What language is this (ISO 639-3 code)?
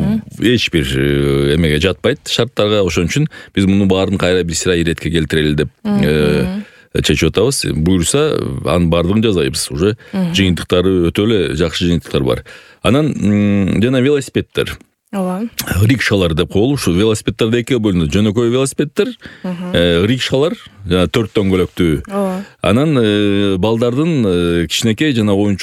kir